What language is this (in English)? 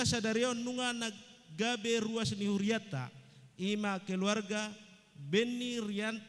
Batak Toba